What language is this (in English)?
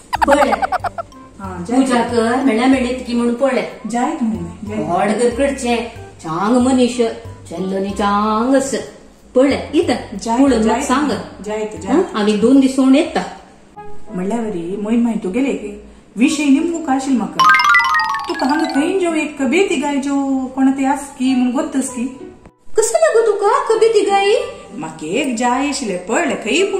Konkani